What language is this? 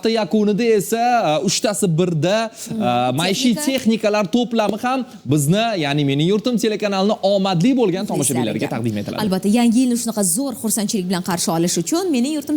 Uzbek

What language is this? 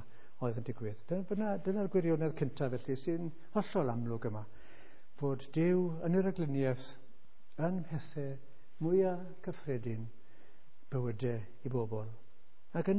Welsh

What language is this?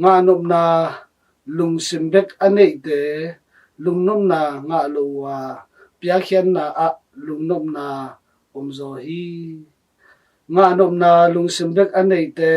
Tedim Chin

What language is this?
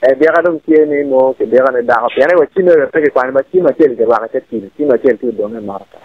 Acoli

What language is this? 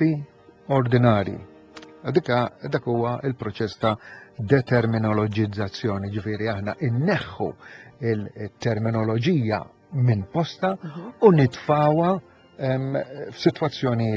Maltese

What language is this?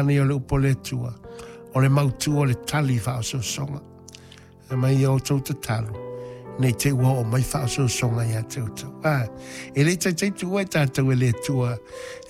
Samoan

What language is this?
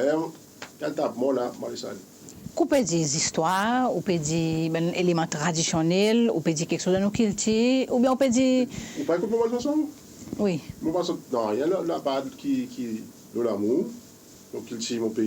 Seselwa Creole French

